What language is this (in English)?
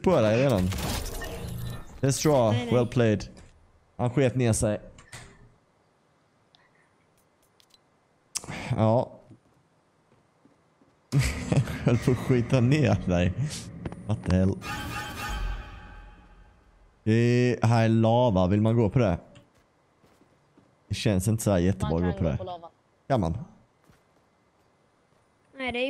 Swedish